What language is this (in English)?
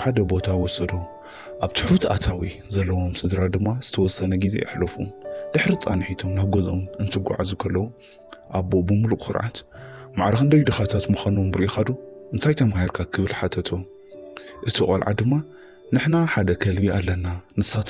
Tigrinya